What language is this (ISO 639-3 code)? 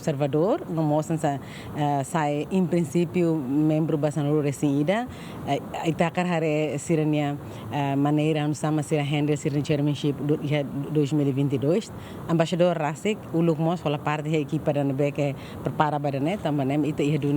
tet